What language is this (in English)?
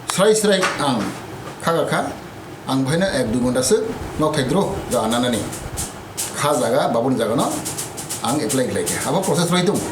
Kok Borok